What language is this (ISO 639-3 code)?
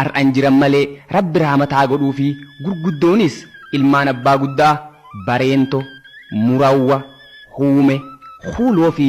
orm